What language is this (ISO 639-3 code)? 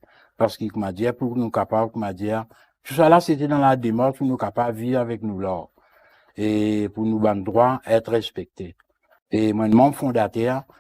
mfe